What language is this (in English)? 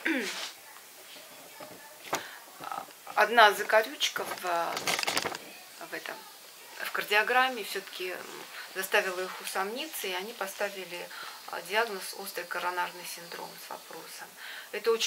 Russian